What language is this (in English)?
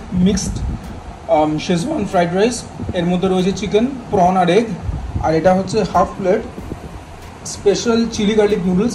Bangla